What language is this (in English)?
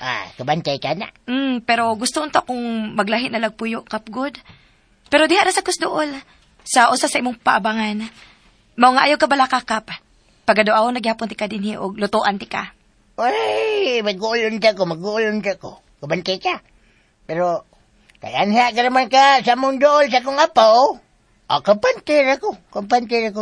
Cebuano